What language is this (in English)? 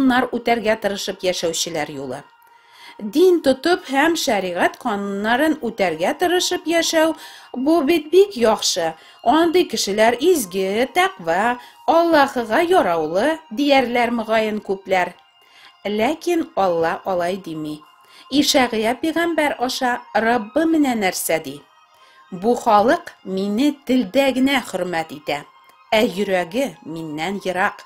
Tatar